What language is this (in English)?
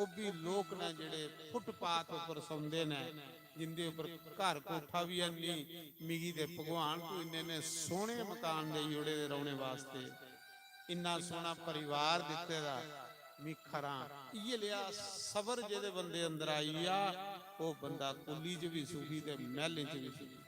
Dogri